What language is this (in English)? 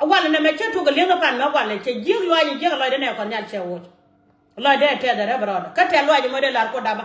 Nuer